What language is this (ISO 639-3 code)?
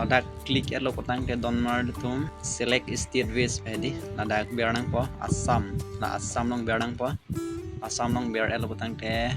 mjw